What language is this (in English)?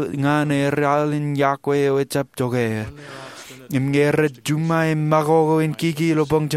Marshallese